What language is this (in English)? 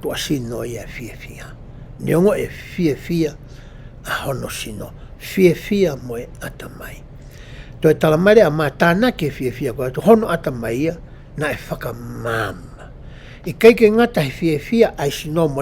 Tongan